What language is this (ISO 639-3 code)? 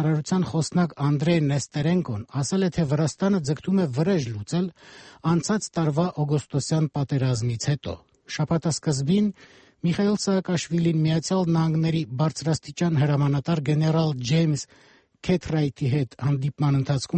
hye